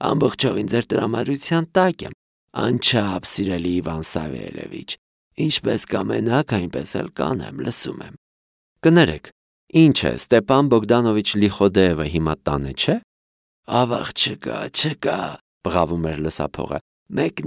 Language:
Armenian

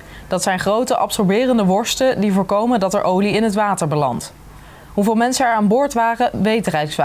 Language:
Dutch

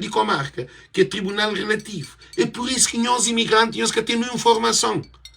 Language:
Kabuverdianu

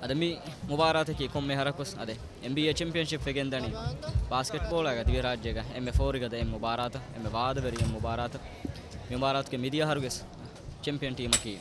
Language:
Divehi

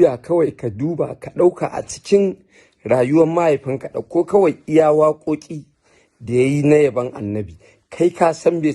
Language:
Hausa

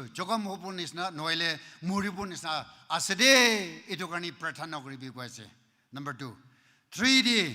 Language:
Naga Pidgin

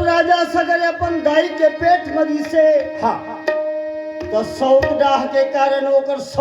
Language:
Chhattisgarhi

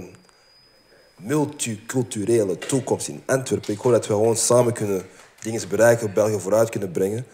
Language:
Dutch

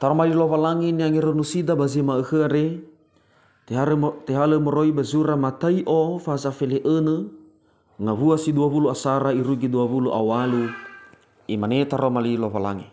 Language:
Nias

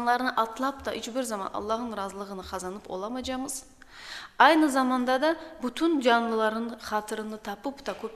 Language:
Crimean Tatar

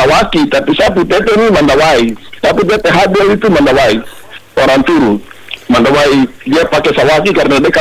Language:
Indonesian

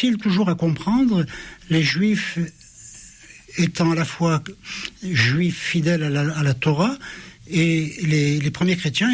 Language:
French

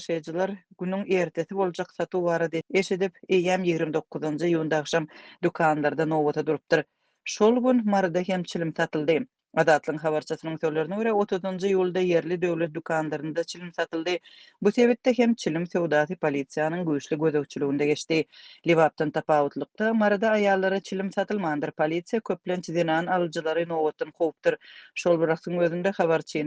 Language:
Turkmen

